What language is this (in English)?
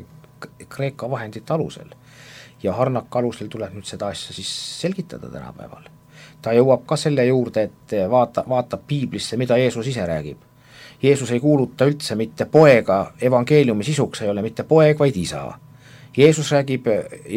Estonian